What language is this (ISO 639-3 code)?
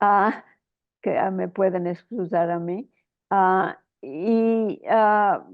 lad